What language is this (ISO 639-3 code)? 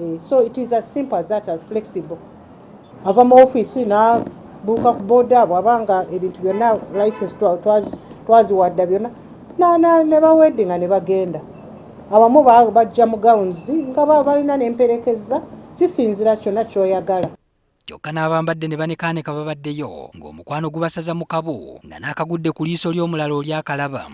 lug